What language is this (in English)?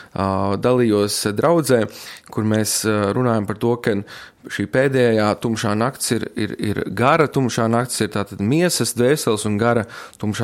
Latvian